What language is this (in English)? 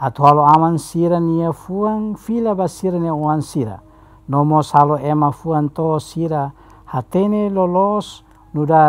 Tetum